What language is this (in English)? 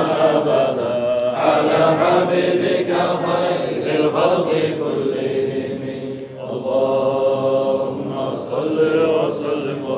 Kumyk